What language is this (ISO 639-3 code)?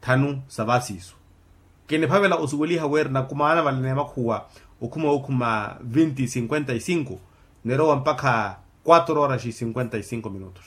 vmw